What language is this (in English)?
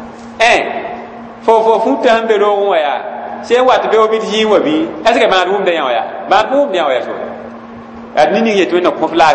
Mossi